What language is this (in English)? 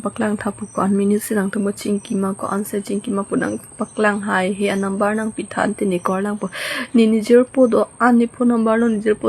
Karbi